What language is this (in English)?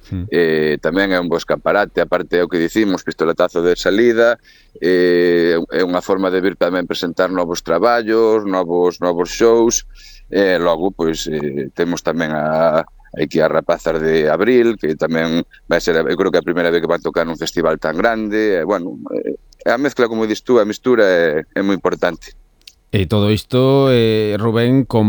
Galician